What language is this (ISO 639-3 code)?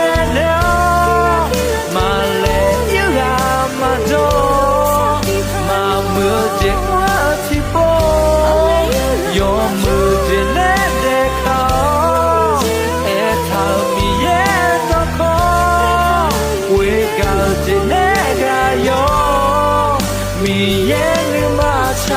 ahk